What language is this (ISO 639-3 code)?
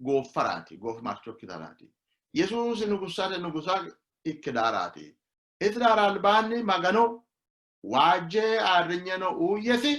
sid